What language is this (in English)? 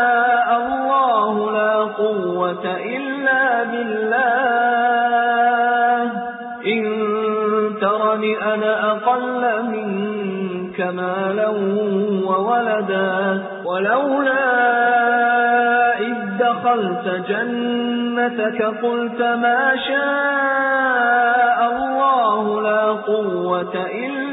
Arabic